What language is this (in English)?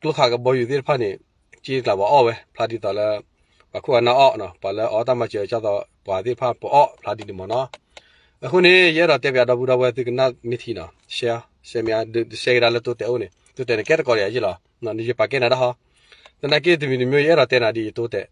S'gaw Karen